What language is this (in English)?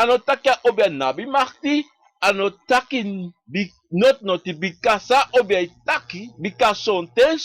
Sranan Tongo